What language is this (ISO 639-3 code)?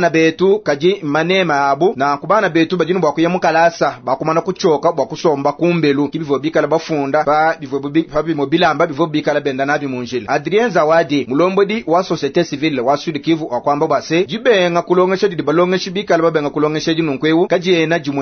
lua